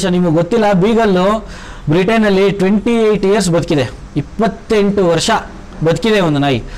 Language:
Kannada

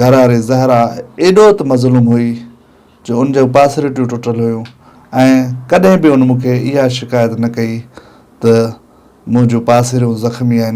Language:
Sindhi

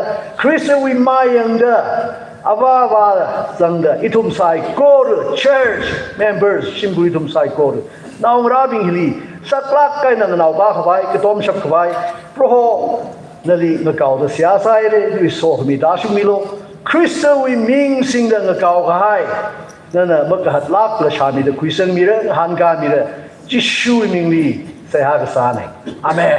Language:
Tangkhul Naga (India)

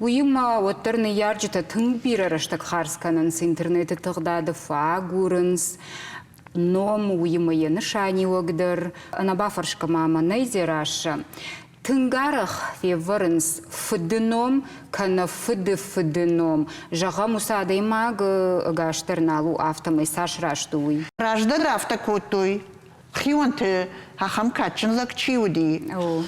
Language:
Ossetic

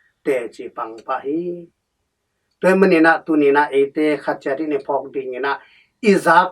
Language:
Tedim Chin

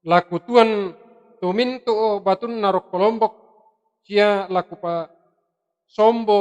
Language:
Toraja-Sa'dan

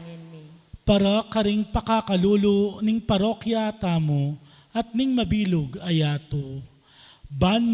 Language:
Pampanga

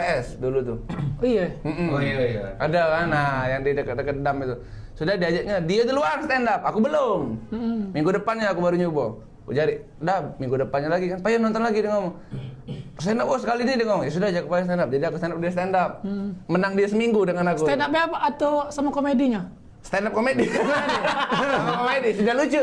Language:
Musi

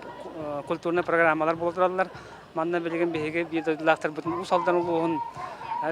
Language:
Yakut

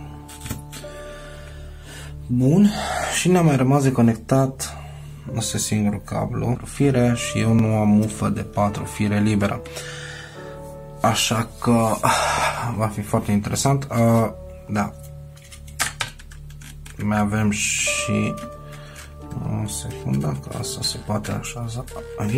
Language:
Romanian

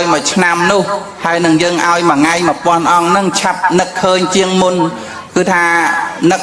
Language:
Khmer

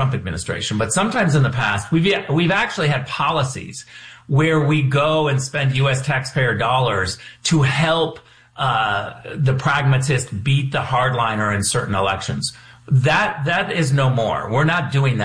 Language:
English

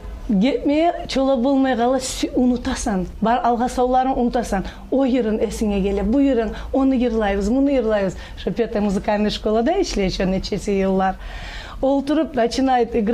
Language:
Kumyk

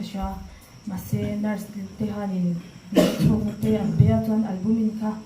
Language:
Mizo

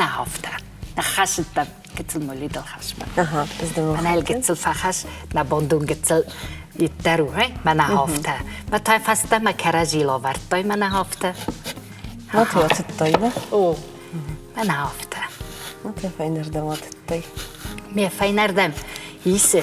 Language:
Ossetic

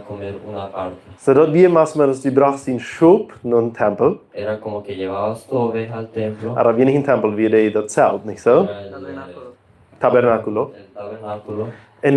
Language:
Plautdietsch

